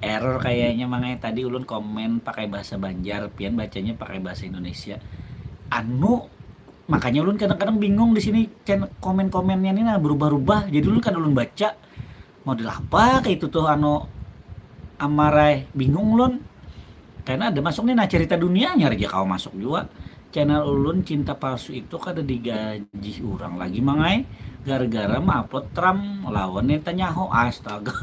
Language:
Banjar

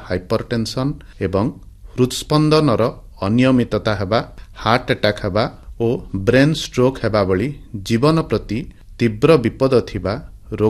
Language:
Odia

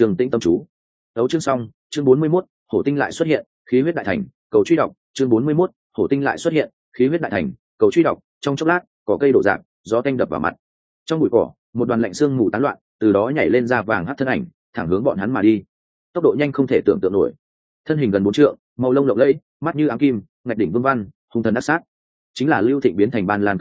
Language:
Vietnamese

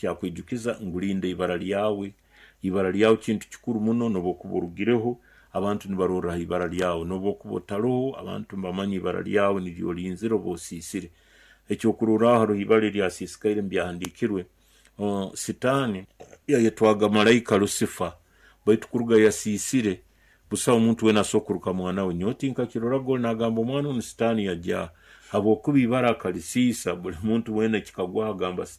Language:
Nyoro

